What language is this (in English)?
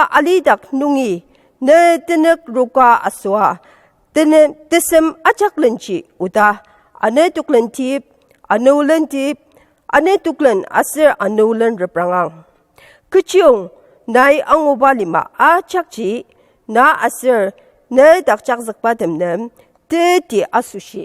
Ao Naga